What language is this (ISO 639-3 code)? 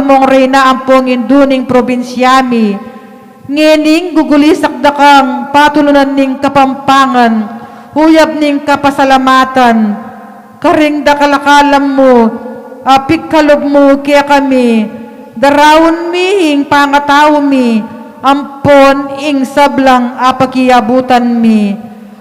pam